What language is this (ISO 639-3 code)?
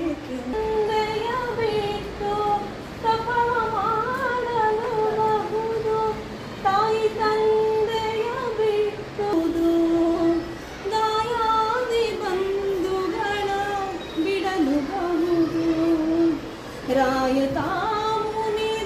kan